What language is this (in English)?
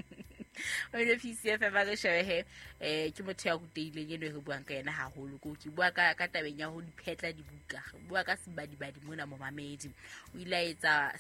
Southern Sotho